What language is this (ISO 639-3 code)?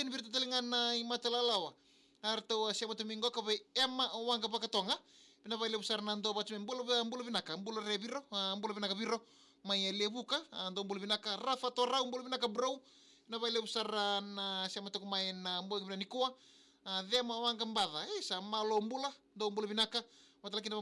fij